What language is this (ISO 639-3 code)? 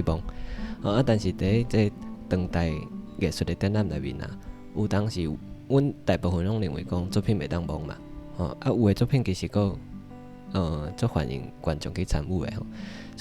nan